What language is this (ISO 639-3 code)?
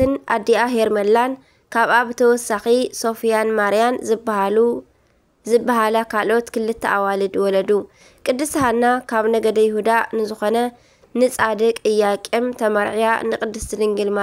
tir